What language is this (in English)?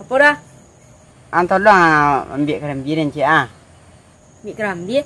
Minangkabau